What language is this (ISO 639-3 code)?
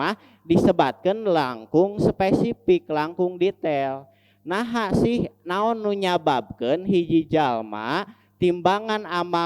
sun